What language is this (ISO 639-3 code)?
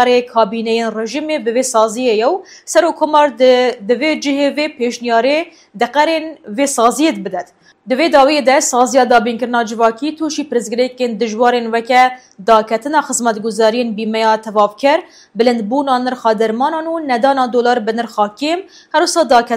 kur